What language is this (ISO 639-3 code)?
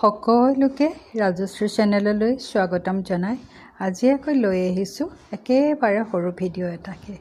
asm